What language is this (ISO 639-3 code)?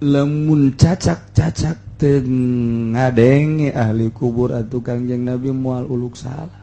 sun